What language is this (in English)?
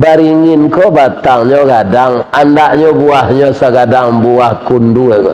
Minangkabau